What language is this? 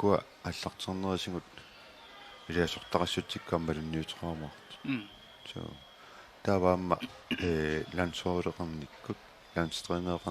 Kalaallisut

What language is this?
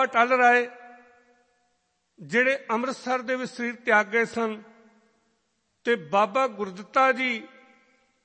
Punjabi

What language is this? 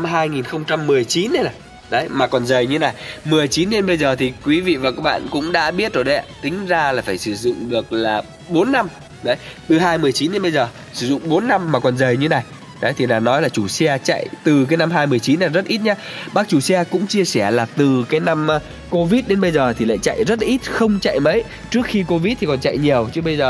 Vietnamese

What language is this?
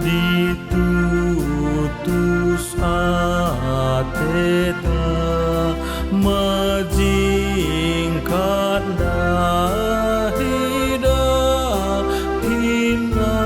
Batak Karo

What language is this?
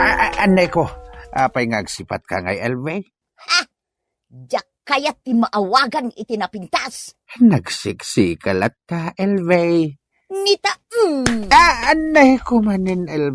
Iloko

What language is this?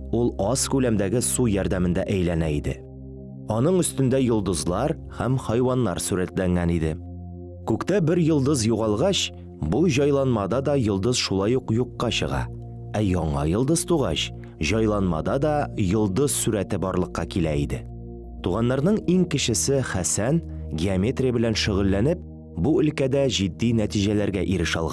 Tatar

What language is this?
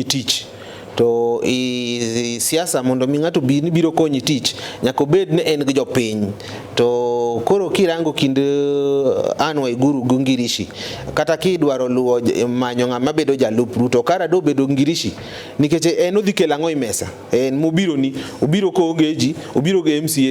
Luo (Kenya and Tanzania)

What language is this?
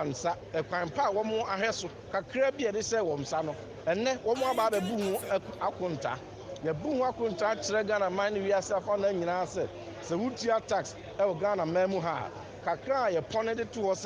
Akan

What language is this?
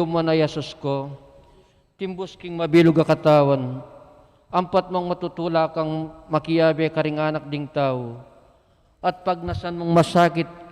Pampanga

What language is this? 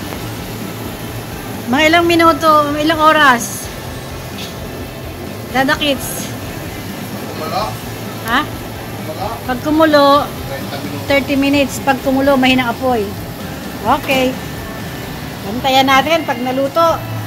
Filipino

